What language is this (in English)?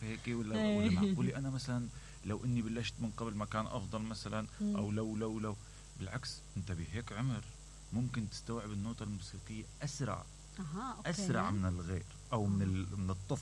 Mesopotamian Arabic